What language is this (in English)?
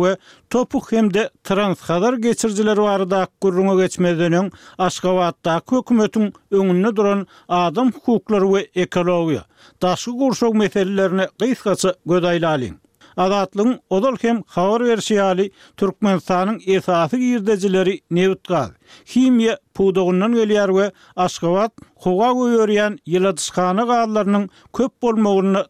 Turkmen